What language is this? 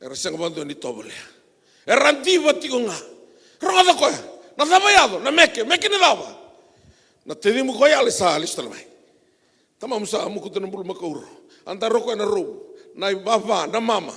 Fijian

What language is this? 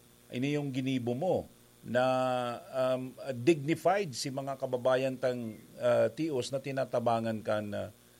Bikol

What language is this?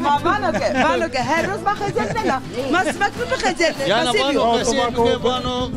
Zaza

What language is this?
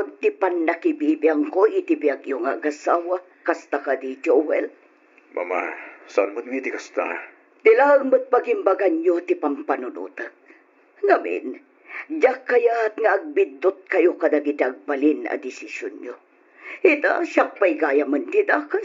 Iloko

